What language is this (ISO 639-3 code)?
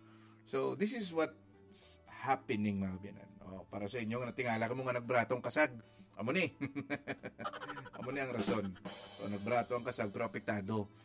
hil